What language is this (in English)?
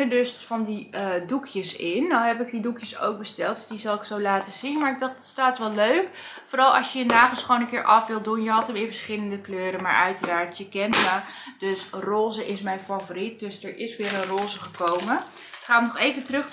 Dutch